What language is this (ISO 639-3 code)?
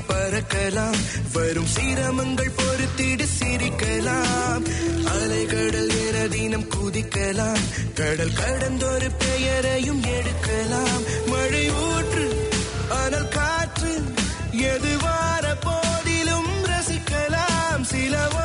tam